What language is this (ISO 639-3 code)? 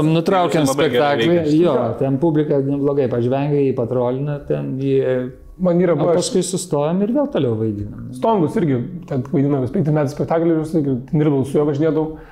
lit